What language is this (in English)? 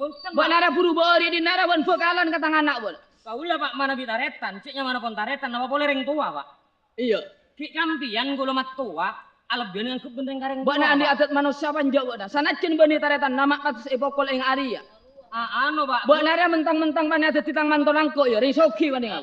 Madurese